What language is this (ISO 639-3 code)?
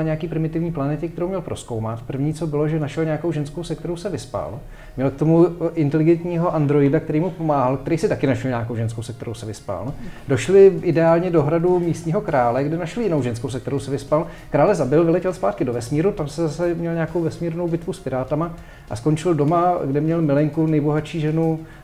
ces